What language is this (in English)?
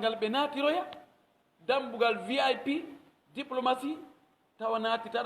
Pular